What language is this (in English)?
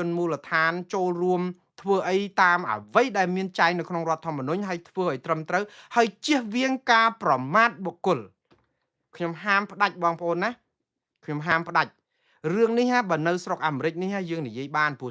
Khmer